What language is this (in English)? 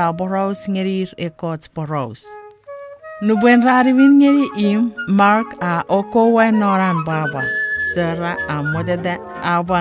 Chuukese